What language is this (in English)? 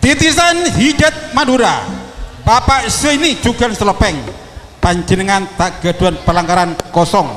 Madurese